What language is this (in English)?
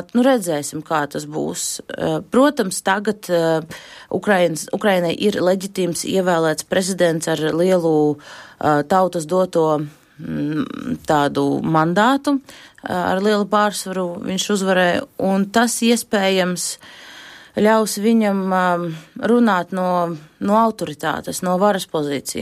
Latvian